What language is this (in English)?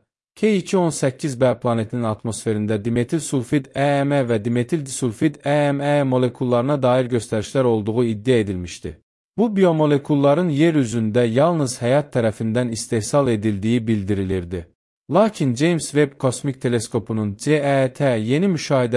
Azerbaijani